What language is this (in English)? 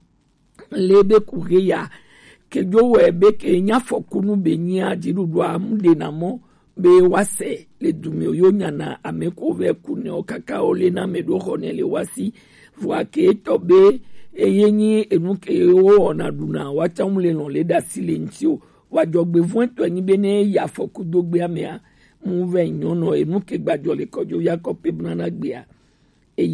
Gen